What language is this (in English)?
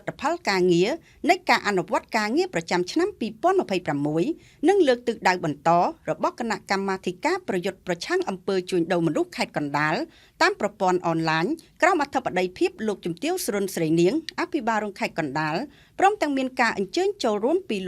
Khmer